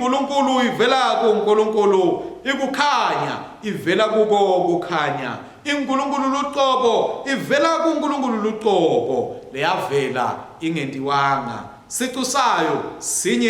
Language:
Swati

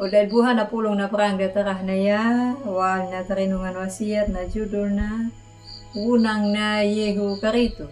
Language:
Anakalangu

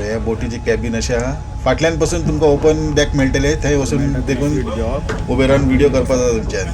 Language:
Konkani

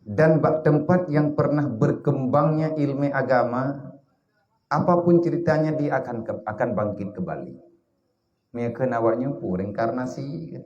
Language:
Achinese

